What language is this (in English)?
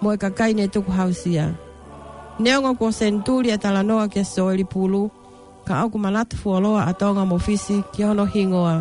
Tongan